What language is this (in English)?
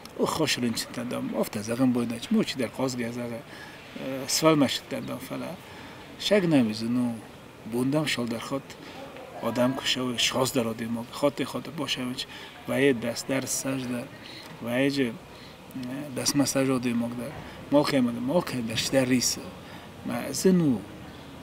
Ossetic